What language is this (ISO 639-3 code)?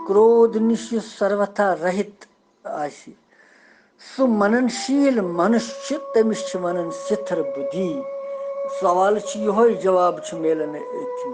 kas